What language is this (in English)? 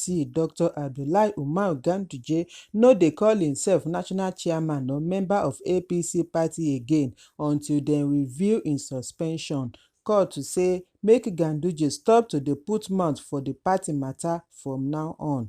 Nigerian Pidgin